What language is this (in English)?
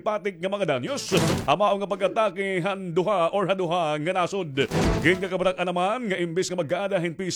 Waray